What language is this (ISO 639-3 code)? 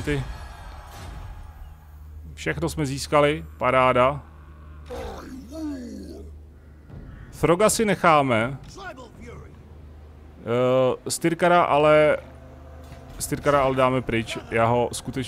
ces